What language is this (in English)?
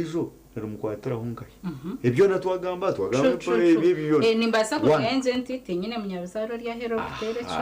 Nyankole